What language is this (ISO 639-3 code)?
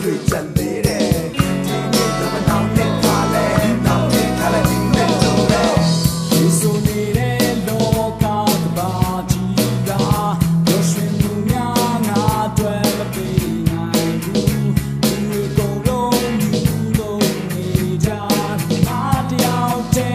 mya